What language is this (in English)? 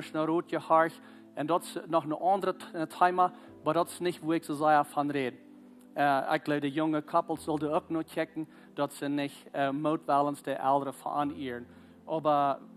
Plautdietsch